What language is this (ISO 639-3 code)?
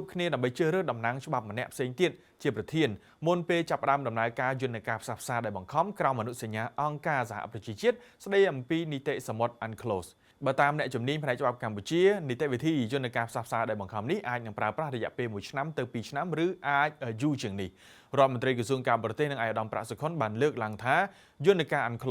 khm